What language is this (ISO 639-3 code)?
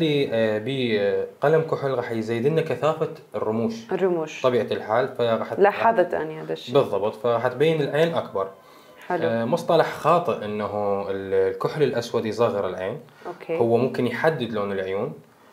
acm